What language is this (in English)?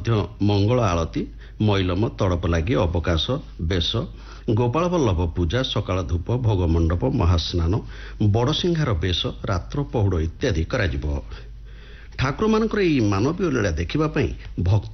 Odia